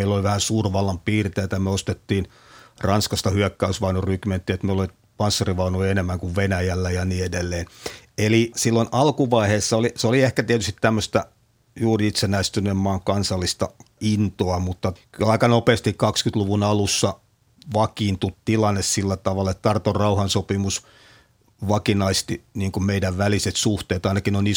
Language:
Finnish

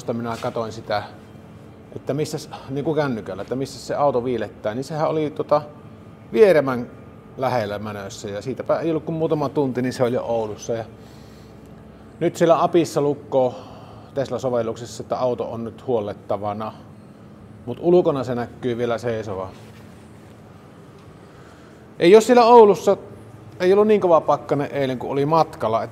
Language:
Finnish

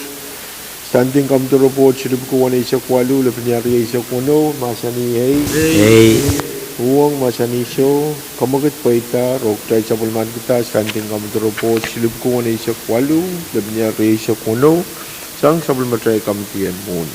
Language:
Pohnpeian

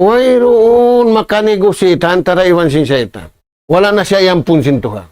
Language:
Tausug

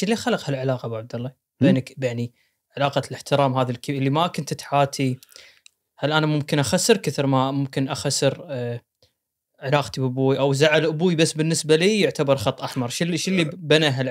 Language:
Gulf Arabic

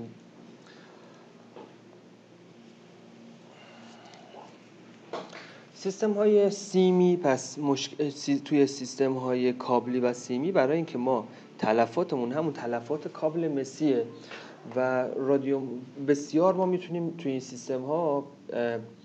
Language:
Persian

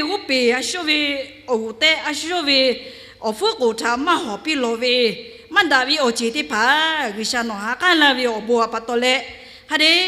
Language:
Lahu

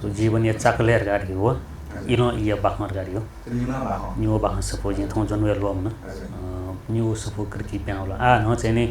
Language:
Newari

